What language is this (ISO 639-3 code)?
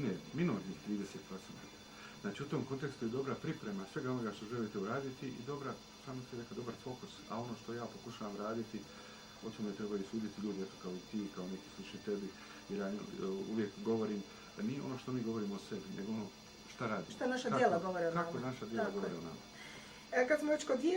bos